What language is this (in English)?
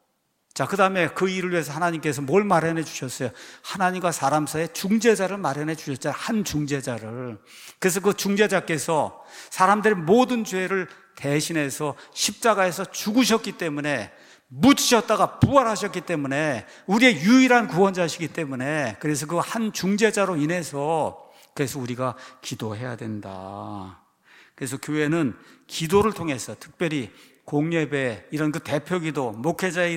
Korean